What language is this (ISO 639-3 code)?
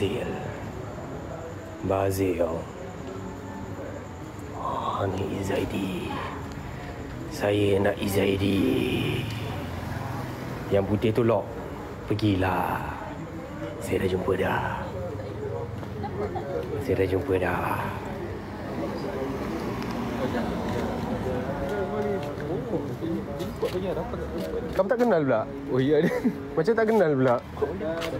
msa